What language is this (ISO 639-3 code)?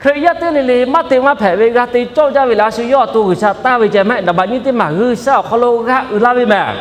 lhu